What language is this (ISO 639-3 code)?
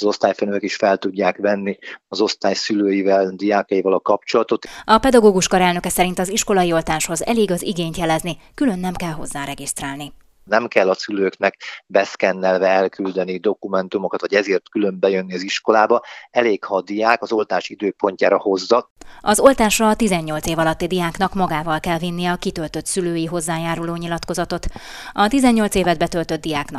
hun